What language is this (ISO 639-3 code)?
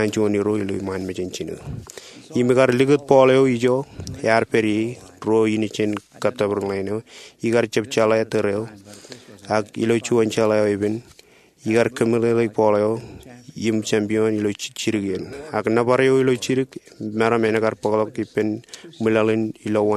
mah